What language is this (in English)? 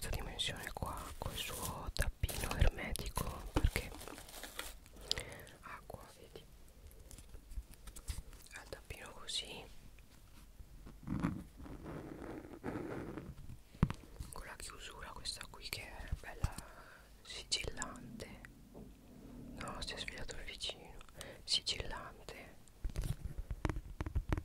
Italian